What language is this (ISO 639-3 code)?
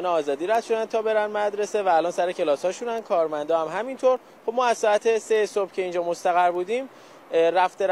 fas